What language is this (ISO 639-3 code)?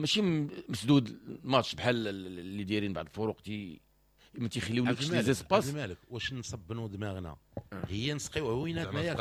ary